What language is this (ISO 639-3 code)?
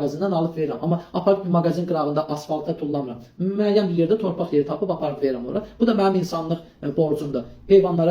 aze